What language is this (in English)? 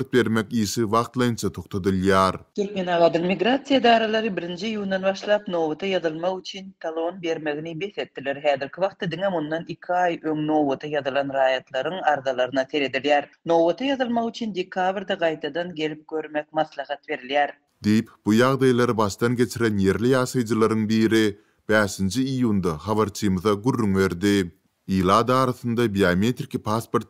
Turkmen